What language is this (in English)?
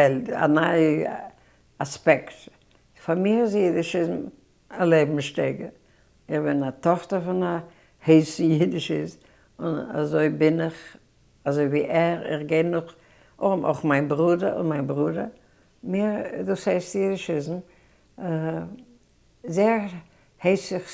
Yiddish